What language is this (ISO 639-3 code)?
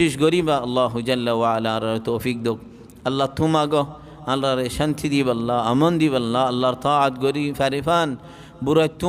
rhg